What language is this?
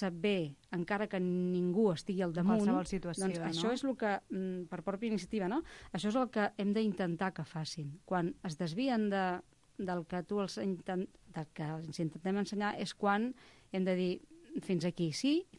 Catalan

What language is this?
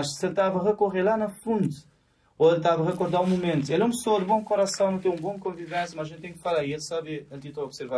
Kabuverdianu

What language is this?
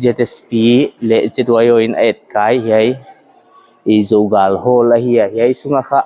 Paite Chin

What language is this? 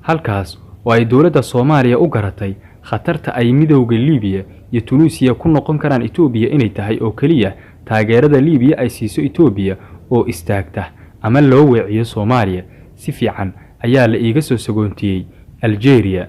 Somali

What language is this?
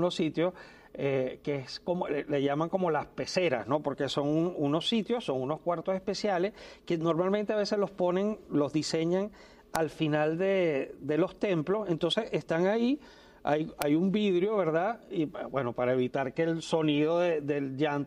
Spanish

